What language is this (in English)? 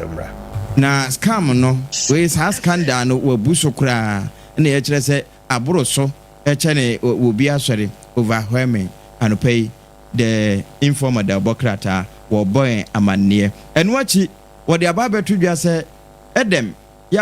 Akan